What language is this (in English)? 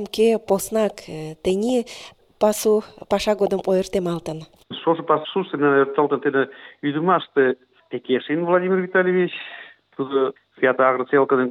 Mari